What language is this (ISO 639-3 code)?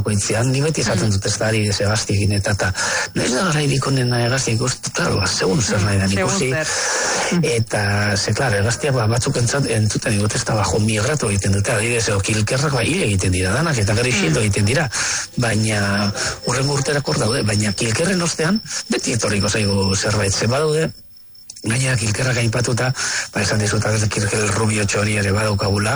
eus